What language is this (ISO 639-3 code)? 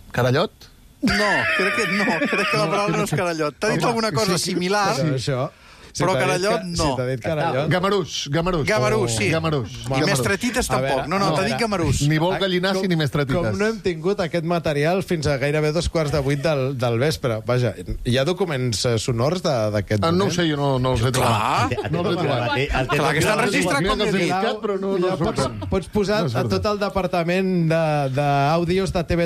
cat